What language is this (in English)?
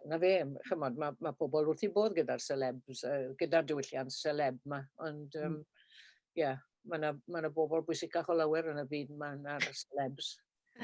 Welsh